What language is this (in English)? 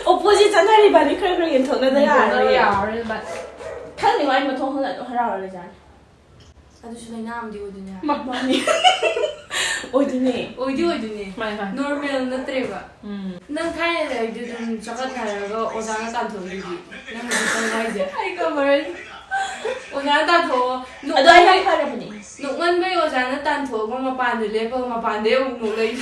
Manipuri